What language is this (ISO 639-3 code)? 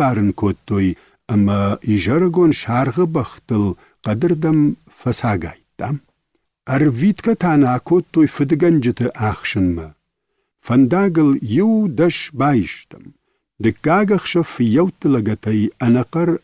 oss